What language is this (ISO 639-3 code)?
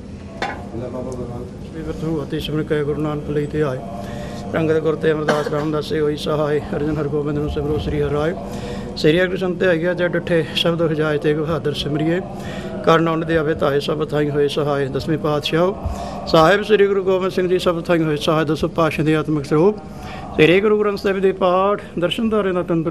pan